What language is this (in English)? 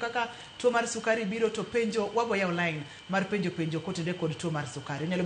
Luo (Kenya and Tanzania)